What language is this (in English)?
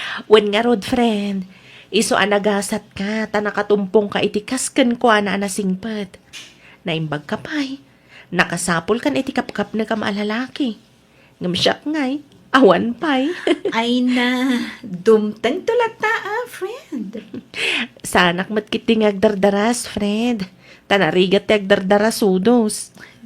Iloko